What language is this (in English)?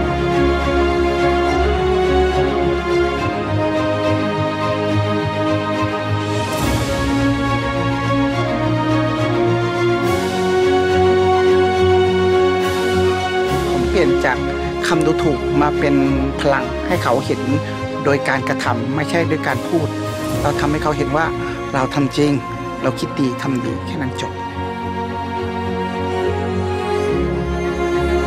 Thai